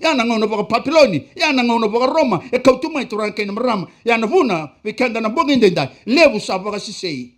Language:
Fijian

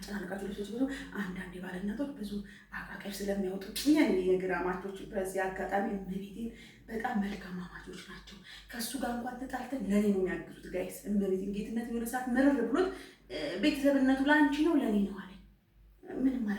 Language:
Amharic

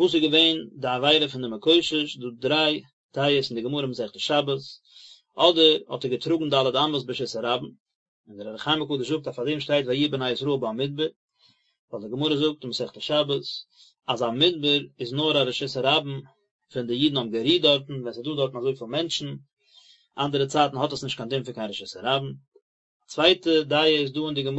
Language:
Yiddish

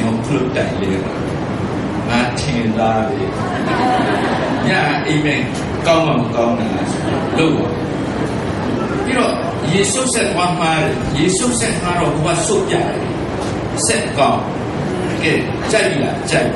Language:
Burmese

